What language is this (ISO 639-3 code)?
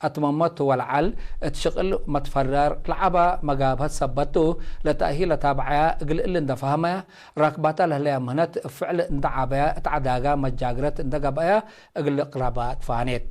tig